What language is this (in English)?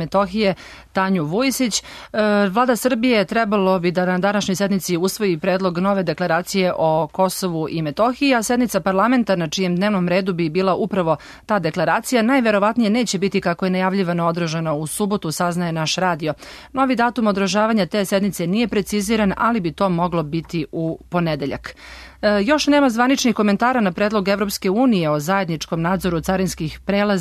Serbian